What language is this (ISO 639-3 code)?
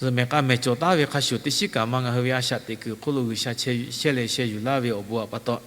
lhu